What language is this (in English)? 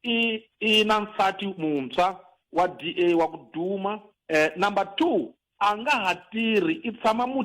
Tsonga